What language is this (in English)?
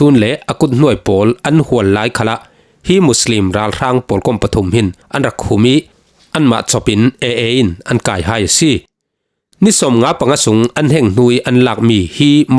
Falam Chin